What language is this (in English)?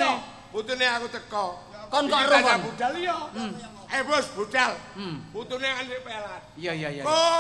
Javanese